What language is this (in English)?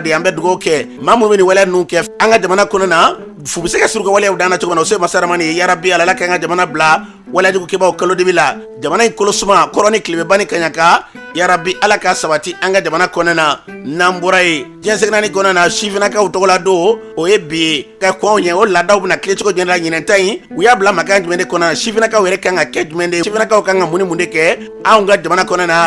Bambara